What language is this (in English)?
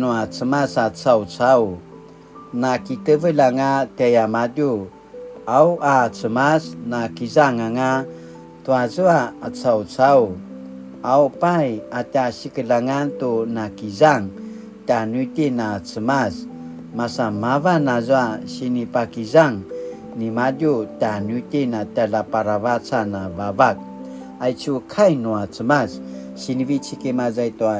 Paiwan